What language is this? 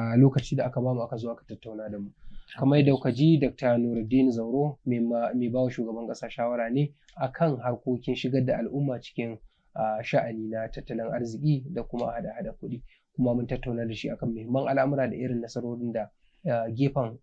Hausa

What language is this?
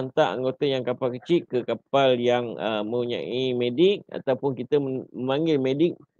Malay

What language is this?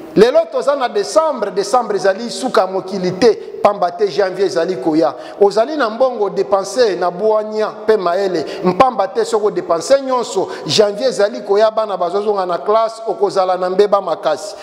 Lingala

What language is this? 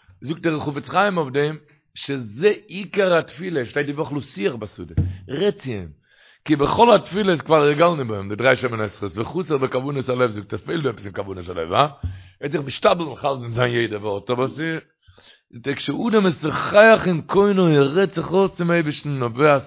Yiddish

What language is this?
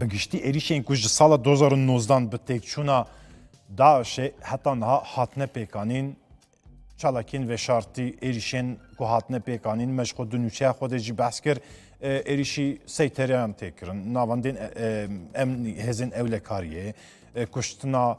Kurdish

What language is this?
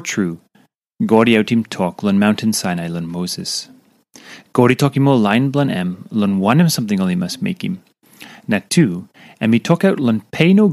Tok Pisin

